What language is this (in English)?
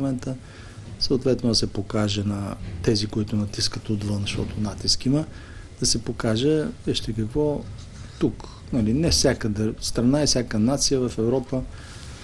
Bulgarian